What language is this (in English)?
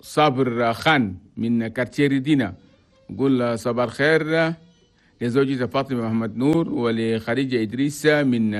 Chadian Arabic